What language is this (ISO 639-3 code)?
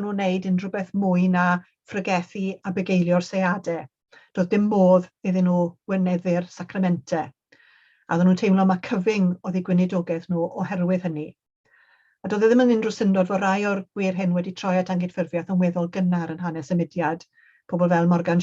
cym